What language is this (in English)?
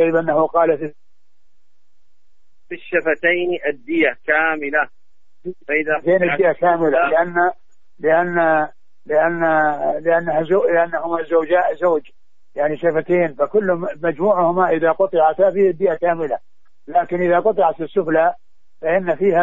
Arabic